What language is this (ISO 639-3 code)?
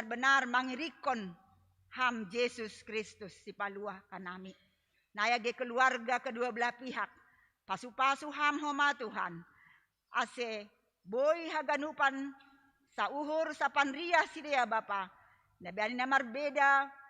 bts